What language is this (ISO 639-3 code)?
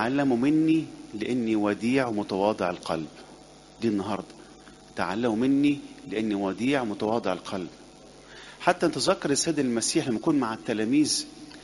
arz